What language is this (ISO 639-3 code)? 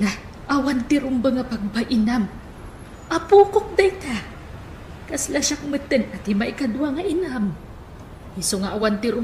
ilo